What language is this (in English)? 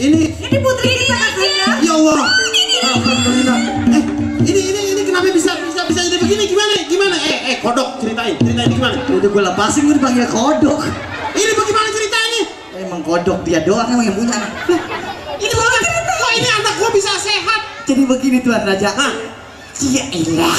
Betawi